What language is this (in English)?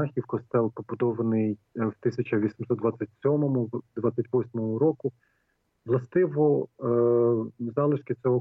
Ukrainian